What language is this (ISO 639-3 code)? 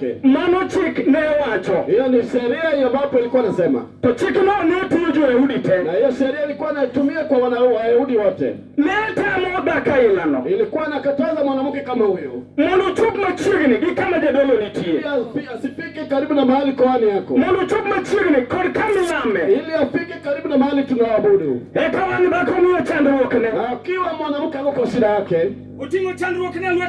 luo